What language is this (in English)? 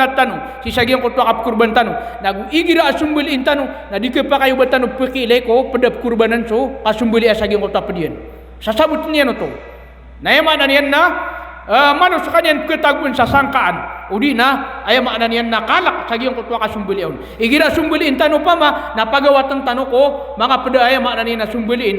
Maranao